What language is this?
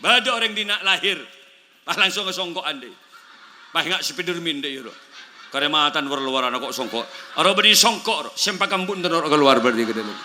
Madurese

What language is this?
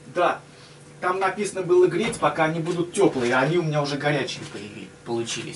Russian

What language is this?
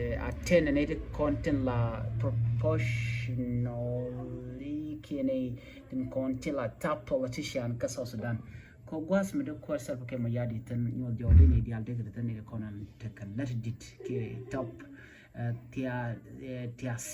Nuer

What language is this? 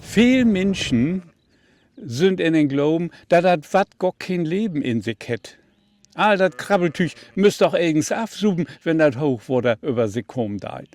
Low German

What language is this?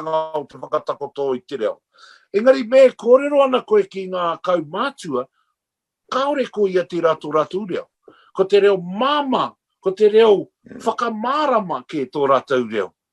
Māori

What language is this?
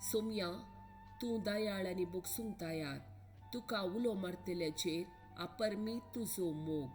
Konkani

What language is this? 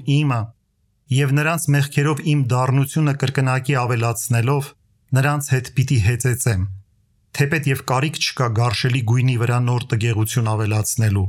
Armenian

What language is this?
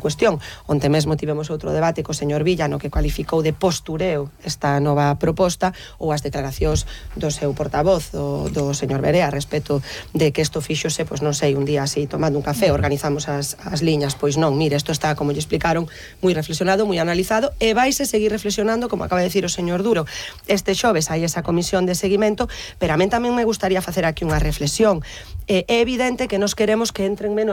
Galician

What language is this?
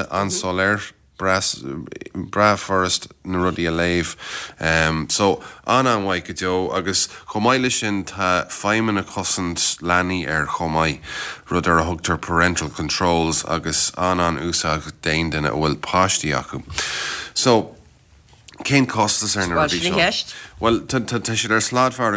Irish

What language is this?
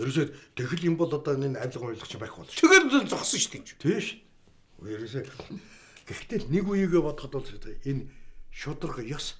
Mongolian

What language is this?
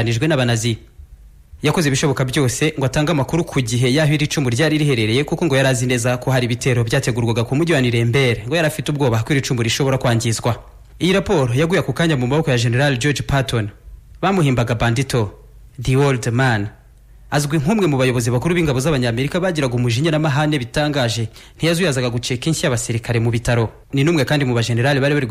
Kinyarwanda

